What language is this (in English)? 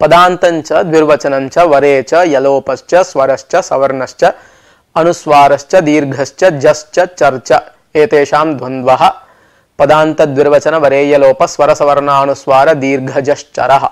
Sanskrit